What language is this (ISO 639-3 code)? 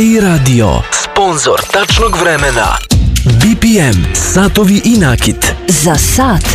srp